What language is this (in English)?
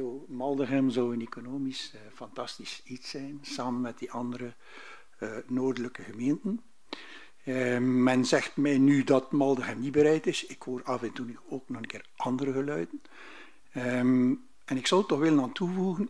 Dutch